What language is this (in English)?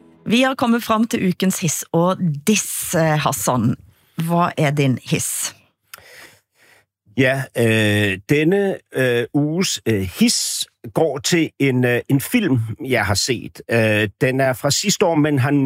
Danish